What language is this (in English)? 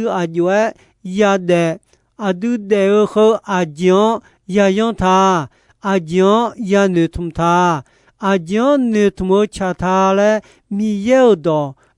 Akha